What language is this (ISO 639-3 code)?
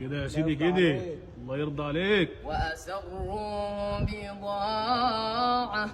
arz